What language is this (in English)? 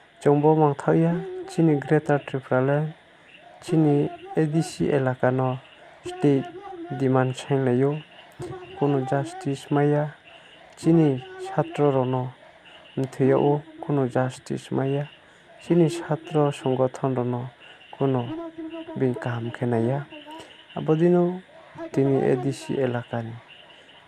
Riang (India)